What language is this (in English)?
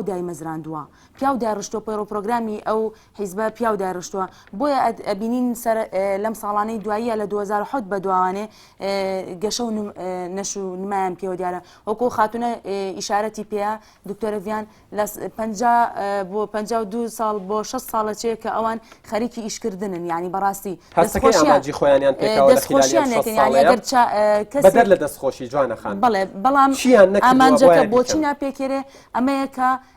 Central Kurdish